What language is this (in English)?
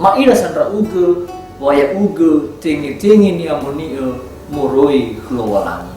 Nias